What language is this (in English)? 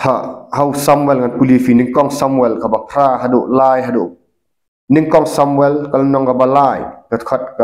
Khasi